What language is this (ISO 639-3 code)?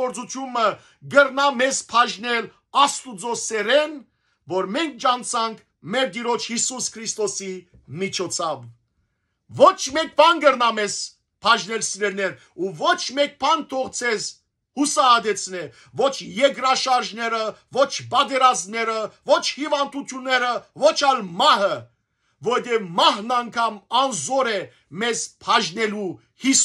hyw